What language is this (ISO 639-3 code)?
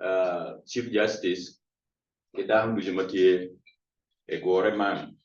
ach